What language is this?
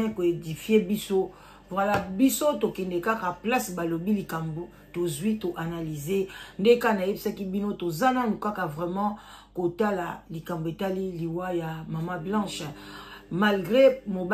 Lingala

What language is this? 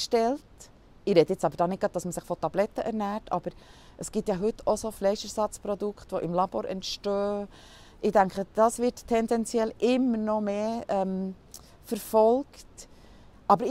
Swiss German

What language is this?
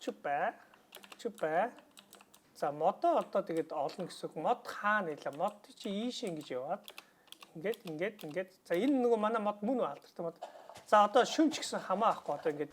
Mongolian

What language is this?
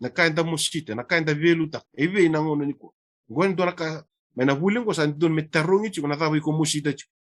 Fijian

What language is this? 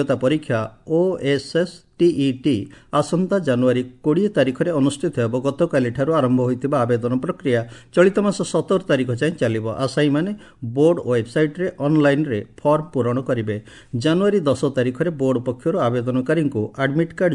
Odia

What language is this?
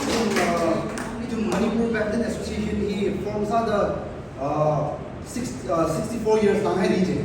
Tangkhul Naga (India)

